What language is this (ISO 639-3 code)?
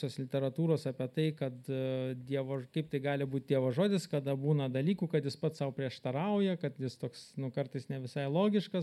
lit